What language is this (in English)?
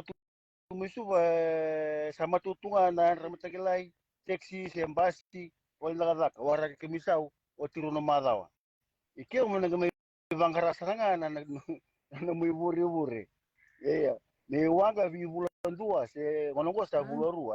Fijian